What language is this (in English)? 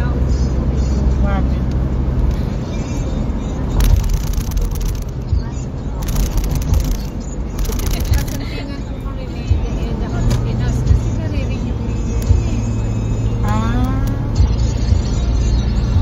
Filipino